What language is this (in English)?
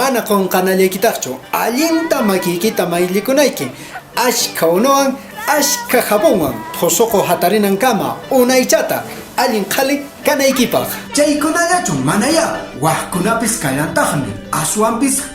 Quechua